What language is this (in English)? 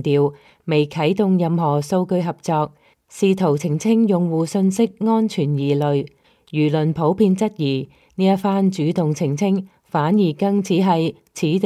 Cantonese